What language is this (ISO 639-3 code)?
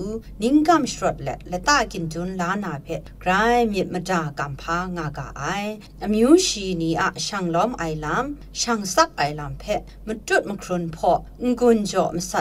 kac